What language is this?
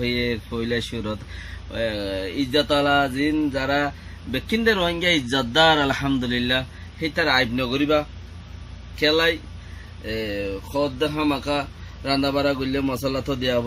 Rohingya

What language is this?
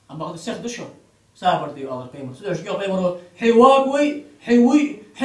Ingush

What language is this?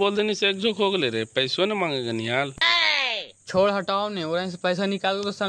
Magahi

